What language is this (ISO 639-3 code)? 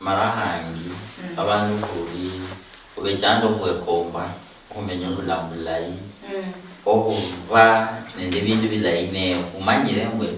luy